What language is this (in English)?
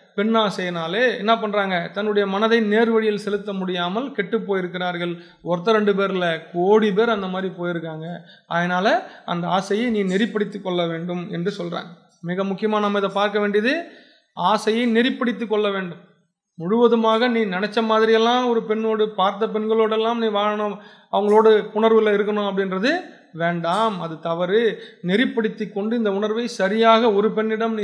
Tamil